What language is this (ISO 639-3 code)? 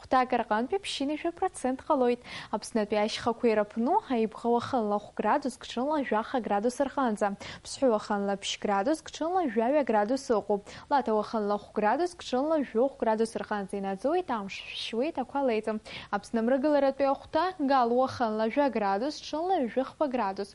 abk